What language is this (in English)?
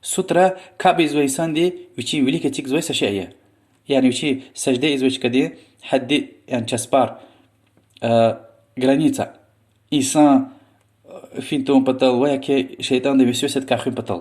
Lezghian